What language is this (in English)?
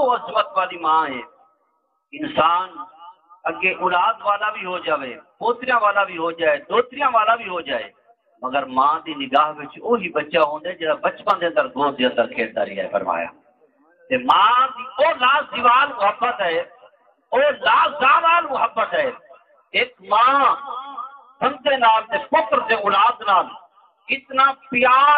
Saraiki